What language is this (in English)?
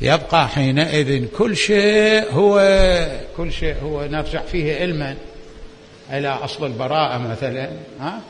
Mesopotamian Arabic